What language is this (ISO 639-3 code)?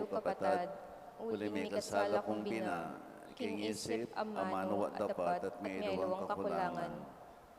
pam